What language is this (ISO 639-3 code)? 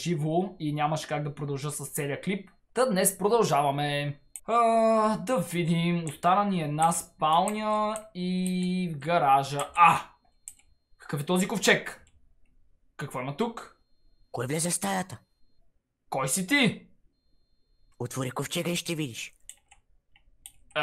bul